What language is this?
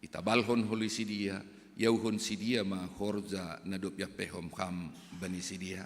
Batak Simalungun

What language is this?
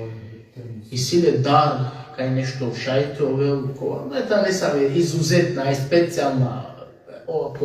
Balkan Romani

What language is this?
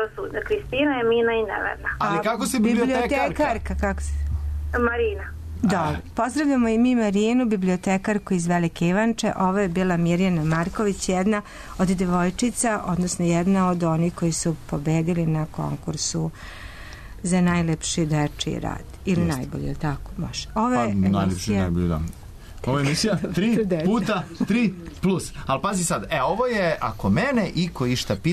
Serbian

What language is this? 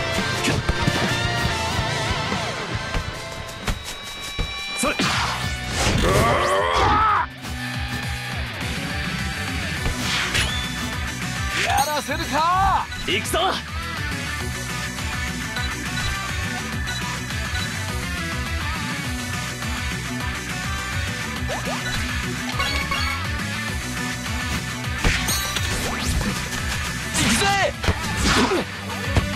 Japanese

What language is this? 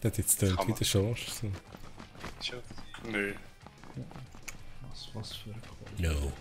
Swiss German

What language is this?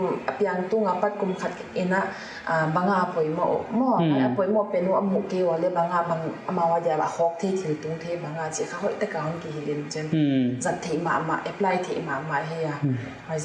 Paite Chin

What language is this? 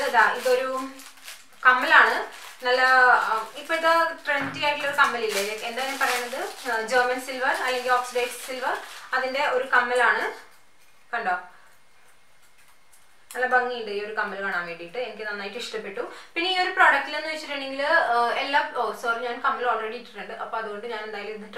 Malayalam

